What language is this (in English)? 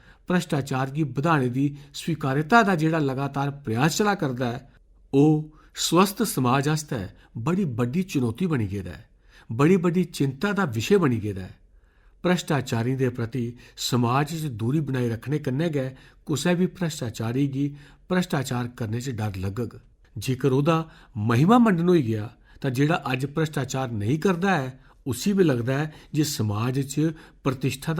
Dogri